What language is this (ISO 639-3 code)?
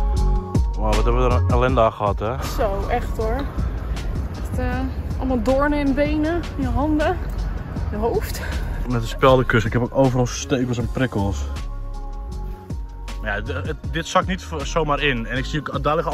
nld